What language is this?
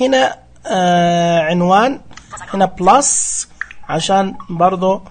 Najdi Arabic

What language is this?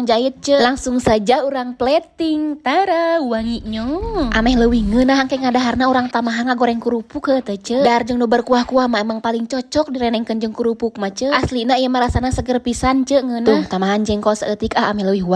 Sundanese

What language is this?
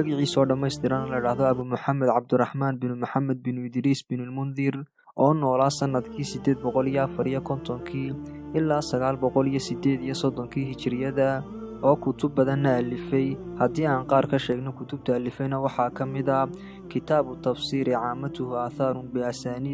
Somali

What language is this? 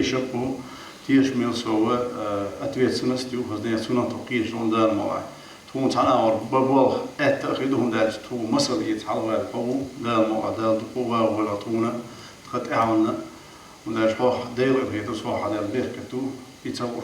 Chechen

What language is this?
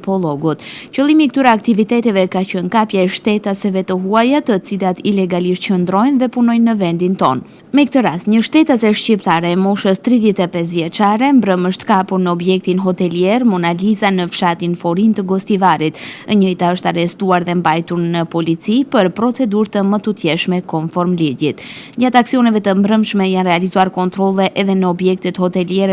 Albanian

